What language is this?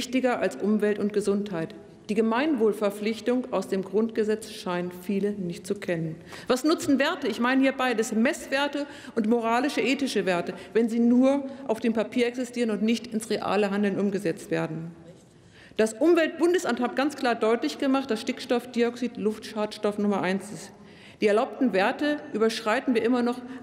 German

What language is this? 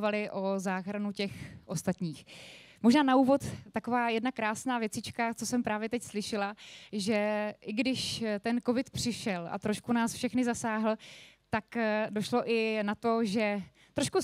Czech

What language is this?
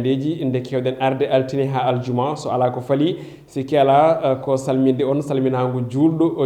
Fula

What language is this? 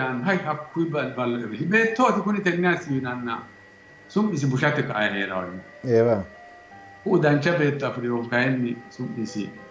Sidamo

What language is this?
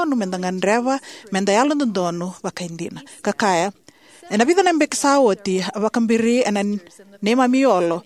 Fijian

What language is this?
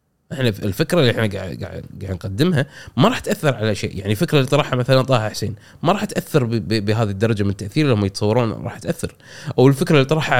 Gulf Arabic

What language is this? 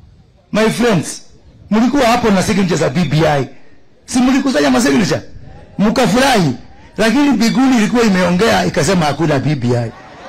Swahili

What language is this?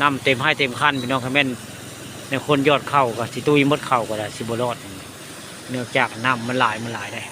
Northeastern Thai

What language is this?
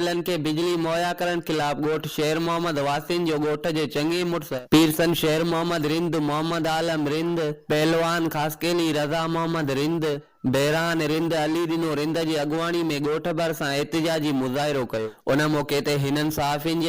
Sindhi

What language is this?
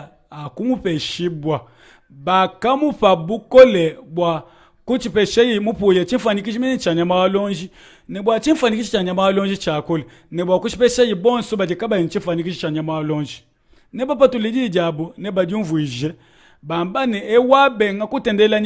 Luba-Lulua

